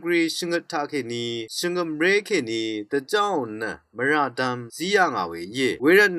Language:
Rawang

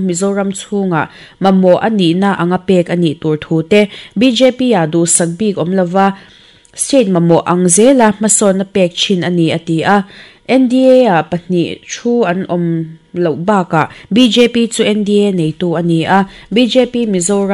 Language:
Mizo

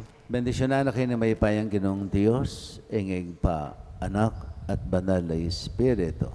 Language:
Pampanga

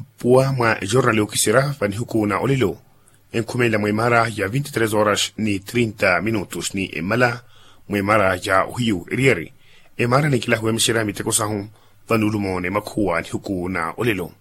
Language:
Makhuwa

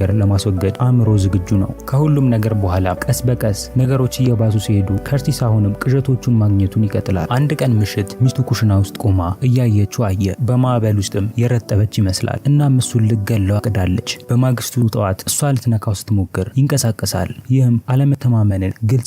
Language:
Amharic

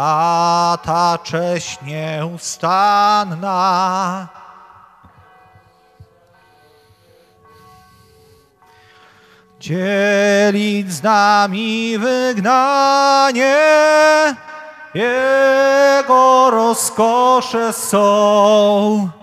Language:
Polish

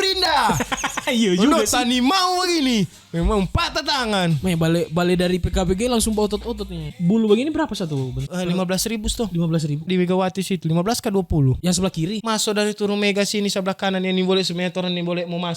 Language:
Manado Malay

